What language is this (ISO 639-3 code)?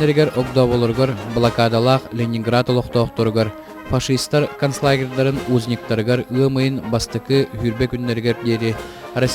sah